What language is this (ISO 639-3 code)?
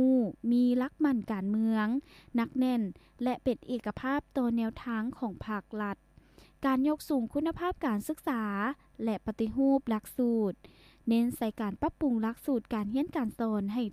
lao